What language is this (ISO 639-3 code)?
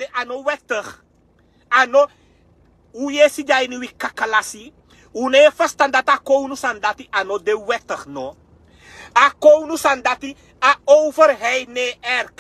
srn